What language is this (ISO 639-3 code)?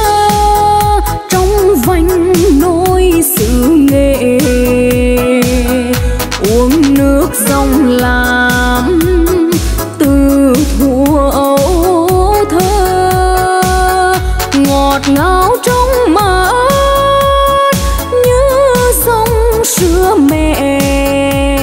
vie